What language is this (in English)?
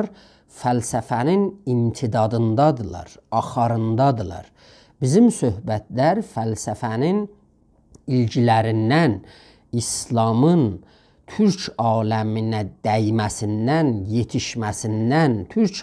South Azerbaijani